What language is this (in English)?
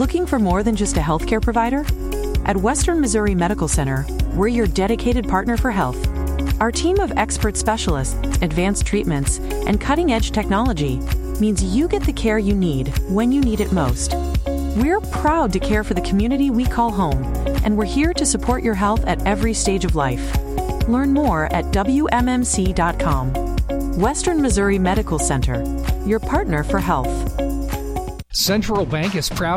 English